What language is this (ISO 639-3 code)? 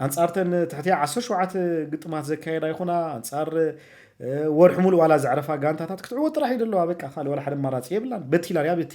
tir